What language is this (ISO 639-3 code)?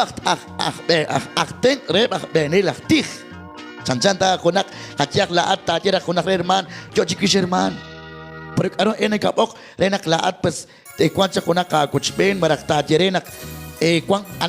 kek